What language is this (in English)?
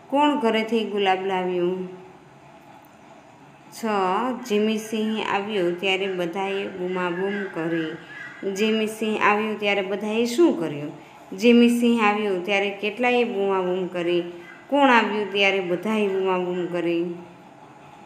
Gujarati